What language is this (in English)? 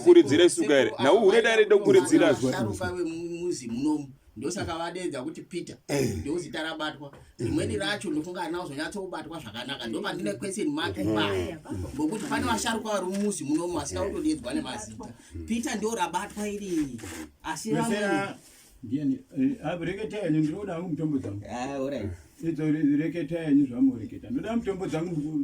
Shona